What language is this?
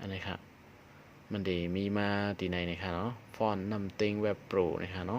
Shan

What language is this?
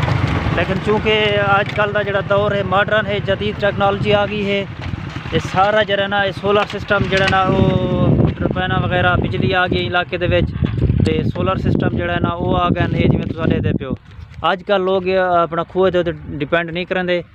Saraiki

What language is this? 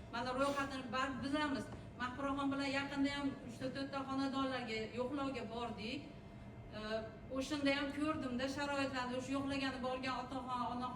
Uzbek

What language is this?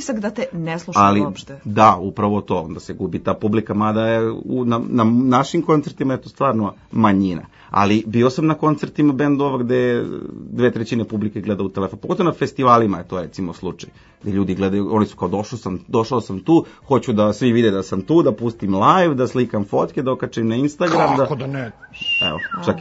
Serbian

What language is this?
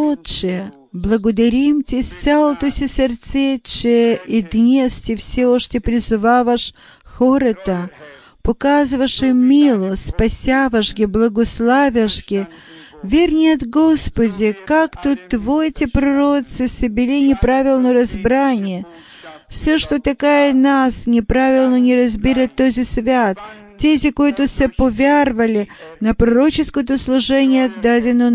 Bulgarian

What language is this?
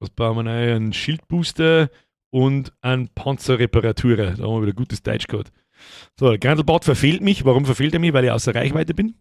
Bavarian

